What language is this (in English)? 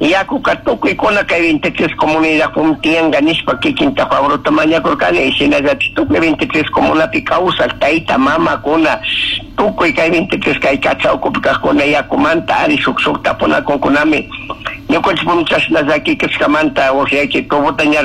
Chimborazo Highland Quichua